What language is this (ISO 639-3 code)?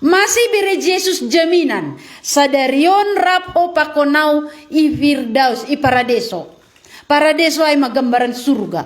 bts